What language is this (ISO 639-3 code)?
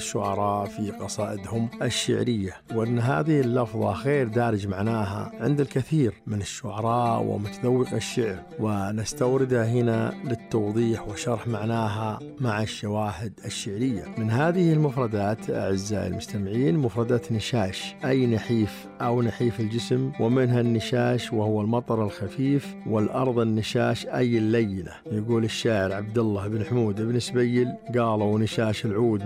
ars